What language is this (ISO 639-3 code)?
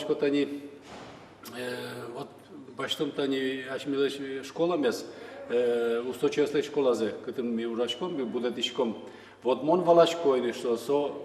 udm